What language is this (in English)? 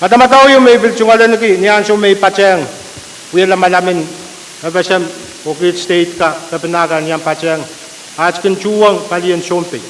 Pohnpeian